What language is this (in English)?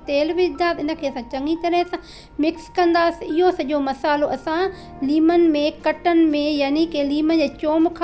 Sindhi